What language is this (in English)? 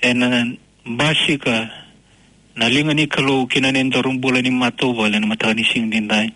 Fijian